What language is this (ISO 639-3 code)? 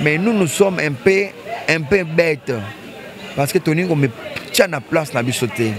lin